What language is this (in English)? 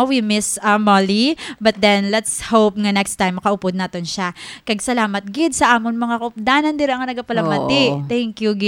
Hiligaynon